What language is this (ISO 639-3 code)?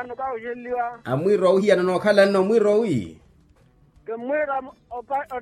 vmw